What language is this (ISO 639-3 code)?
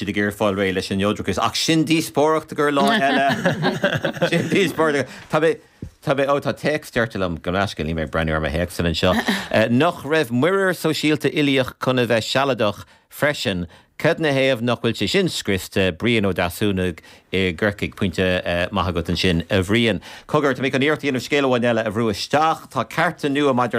gle